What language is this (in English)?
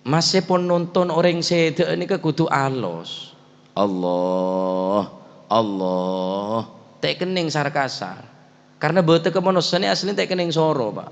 Madurese